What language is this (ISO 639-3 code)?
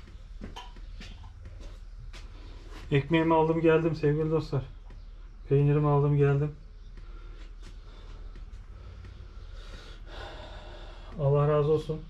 tur